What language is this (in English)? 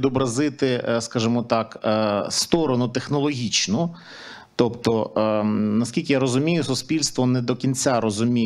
Ukrainian